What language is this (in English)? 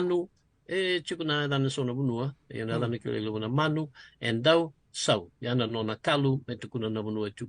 Fijian